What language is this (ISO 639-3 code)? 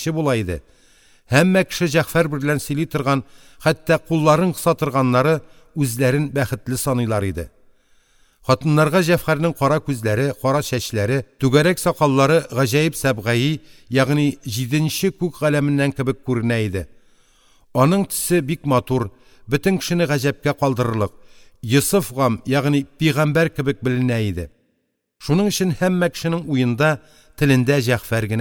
tat